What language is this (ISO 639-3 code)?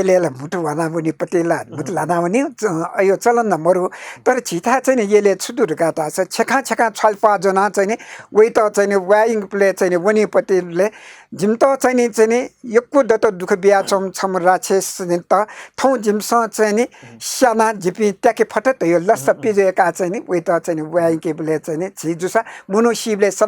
new